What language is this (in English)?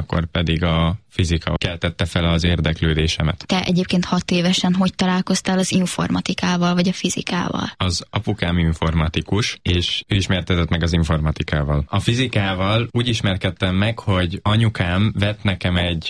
Hungarian